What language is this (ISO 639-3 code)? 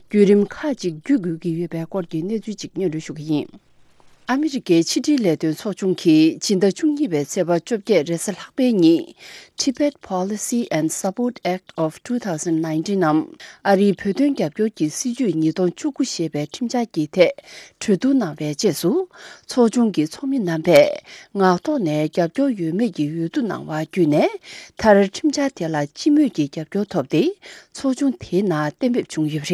bod